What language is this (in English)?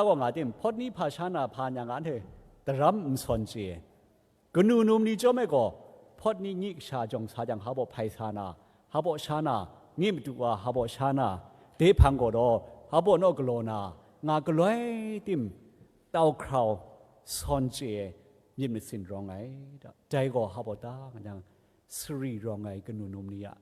Kachin